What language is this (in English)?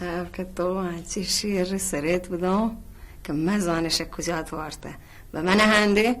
Baluchi